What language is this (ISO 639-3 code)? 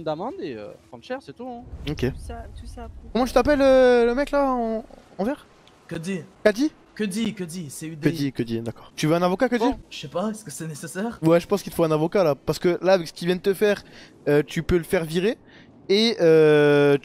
fra